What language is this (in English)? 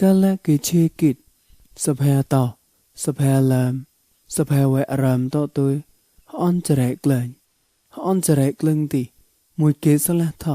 Mon